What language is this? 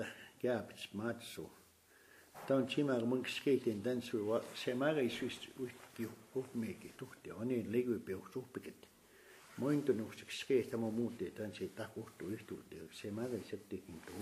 Plains Cree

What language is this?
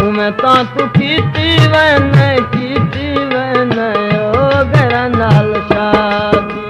Saraiki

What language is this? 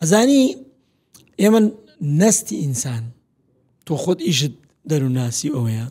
Central Kurdish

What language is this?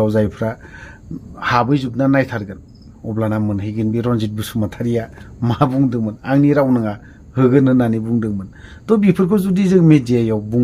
Bodo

